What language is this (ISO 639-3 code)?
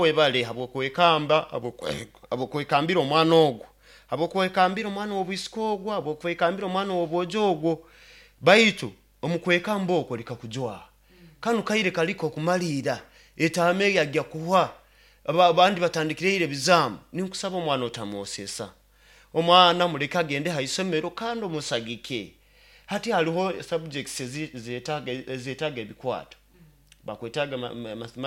nyo